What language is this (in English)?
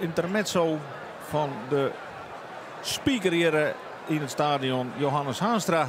Western Frisian